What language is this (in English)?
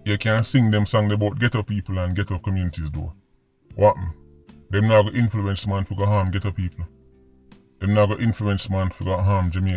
Jamaican Creole English